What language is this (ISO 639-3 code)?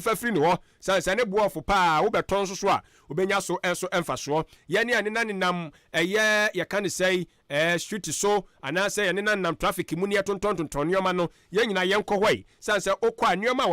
aka